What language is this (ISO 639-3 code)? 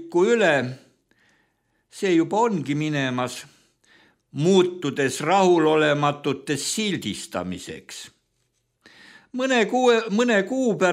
est